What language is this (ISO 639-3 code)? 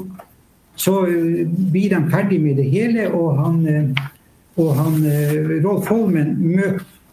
nor